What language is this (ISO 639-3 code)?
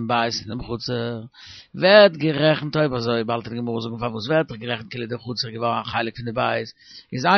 yid